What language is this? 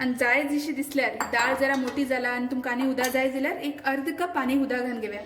Konkani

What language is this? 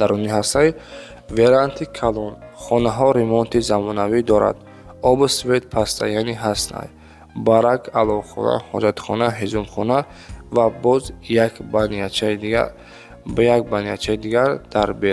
Tajik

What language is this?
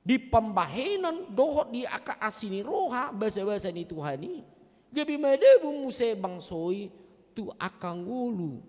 Batak Toba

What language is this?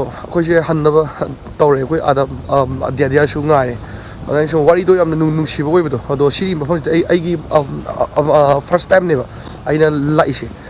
Manipuri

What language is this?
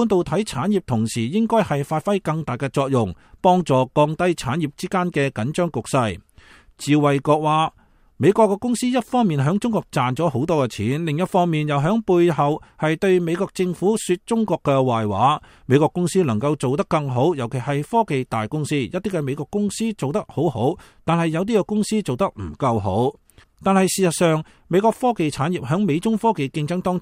Cantonese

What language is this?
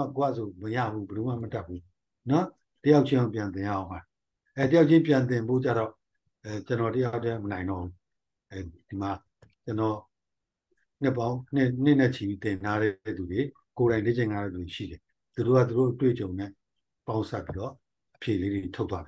Burmese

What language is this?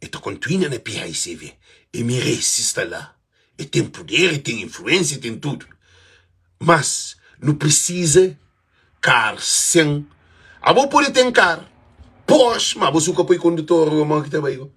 Kabuverdianu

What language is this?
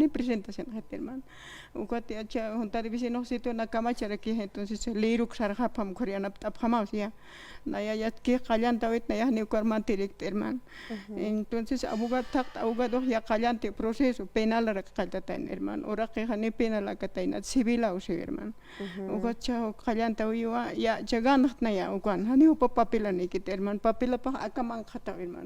Aymara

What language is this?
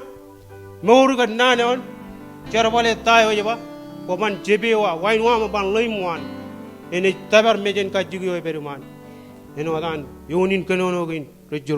Marshallese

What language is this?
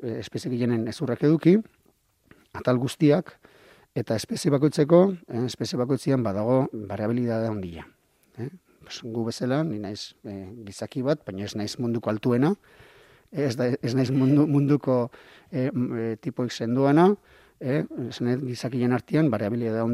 Basque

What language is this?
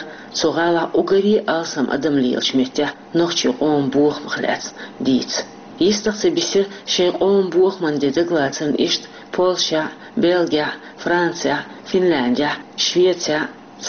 Chechen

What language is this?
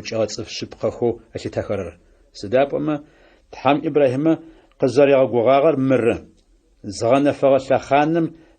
Adyghe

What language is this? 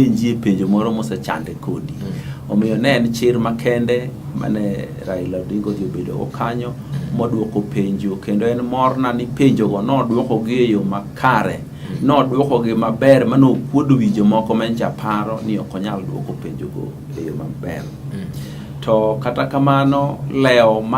Luo (Kenya and Tanzania)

